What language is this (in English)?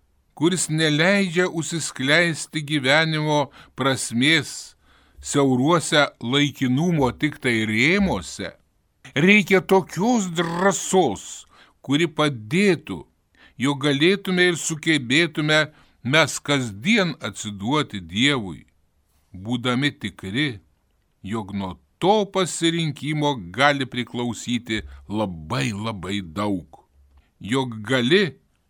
Lithuanian